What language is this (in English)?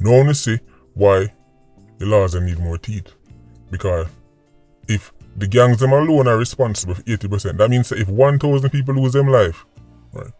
Jamaican Creole English